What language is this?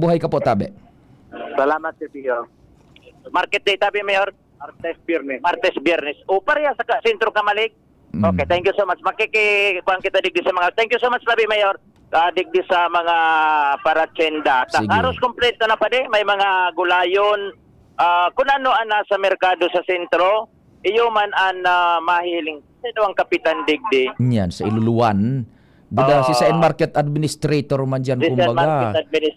Bikol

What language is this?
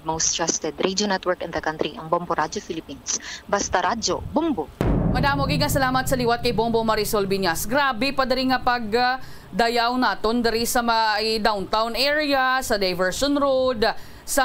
Hiligaynon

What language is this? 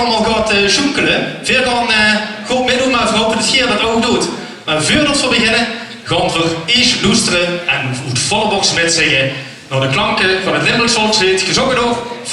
Limburgish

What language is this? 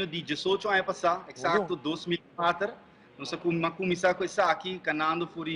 Papiamento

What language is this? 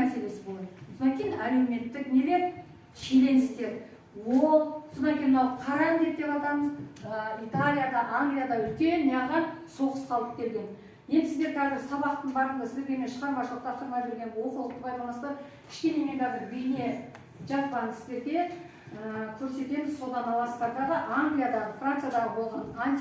Kazakh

